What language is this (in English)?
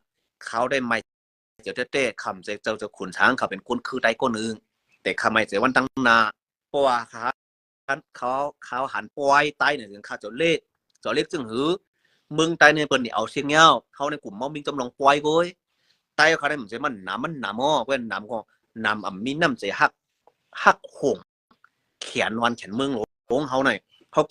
Shan